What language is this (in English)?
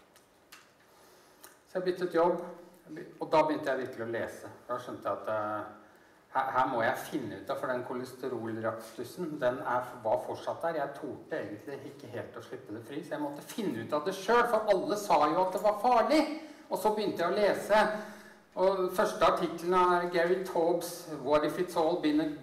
Norwegian